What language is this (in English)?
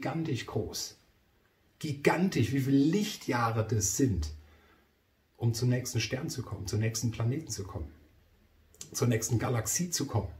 German